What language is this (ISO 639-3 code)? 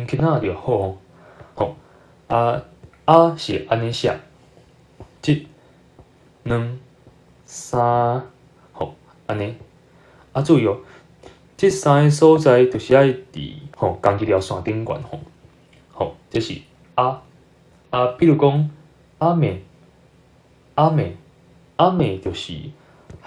nan